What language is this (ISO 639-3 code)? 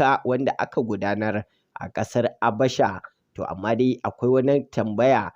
hau